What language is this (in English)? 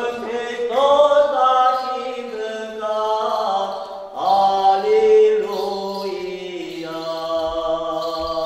Romanian